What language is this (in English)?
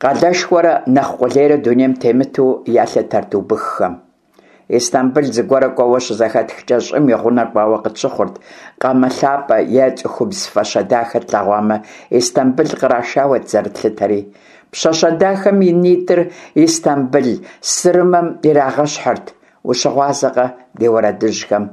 Kabardian